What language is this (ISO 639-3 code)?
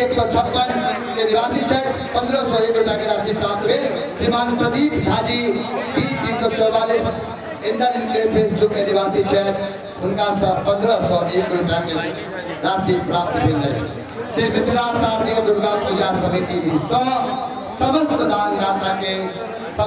mai